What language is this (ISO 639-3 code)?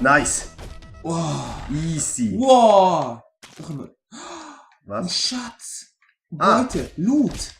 gsw